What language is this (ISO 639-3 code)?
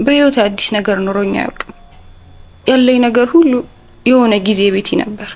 amh